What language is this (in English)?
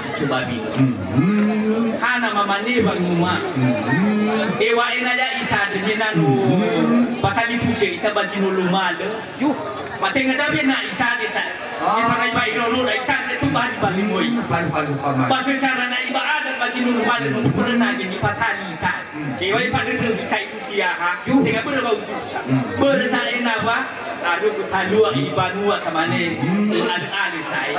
Nias